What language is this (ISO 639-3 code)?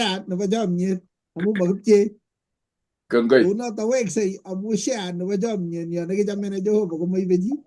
kln